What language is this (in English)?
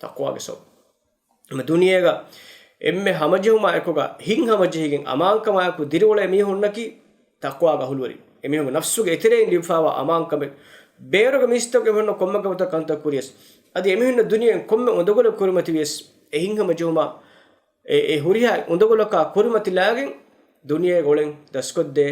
Divehi